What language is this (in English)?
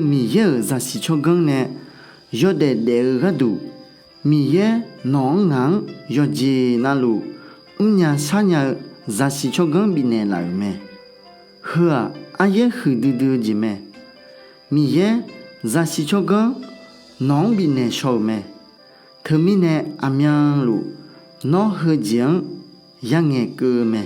Akha